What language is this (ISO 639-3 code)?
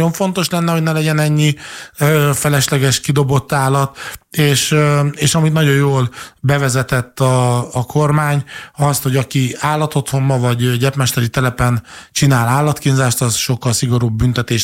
hun